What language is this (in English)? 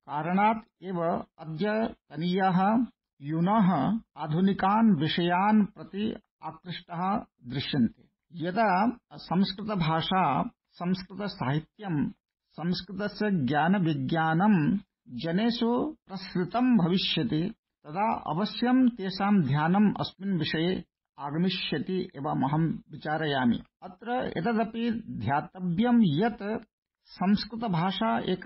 Sanskrit